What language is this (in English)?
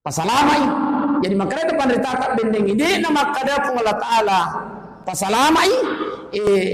Buginese